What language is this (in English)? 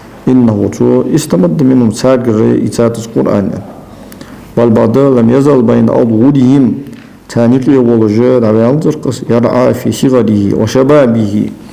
Ingush